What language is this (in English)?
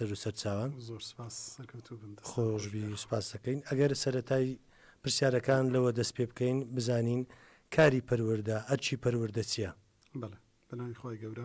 Central Kurdish